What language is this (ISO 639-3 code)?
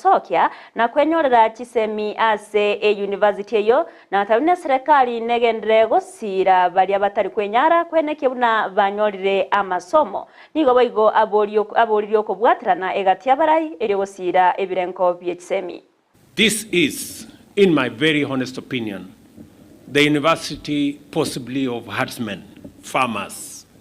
guz